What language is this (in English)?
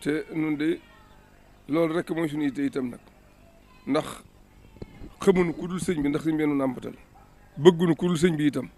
Wolof